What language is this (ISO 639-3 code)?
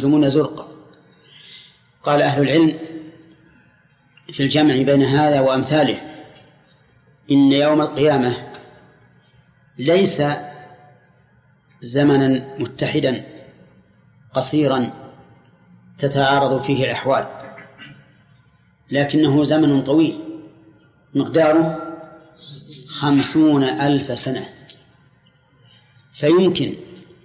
ara